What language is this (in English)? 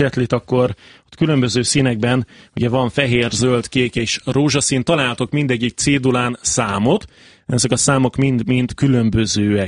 Hungarian